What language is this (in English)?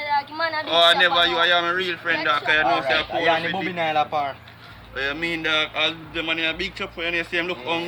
Jamaican Creole English